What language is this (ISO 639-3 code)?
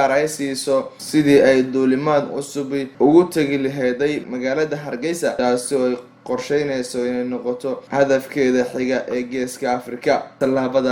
som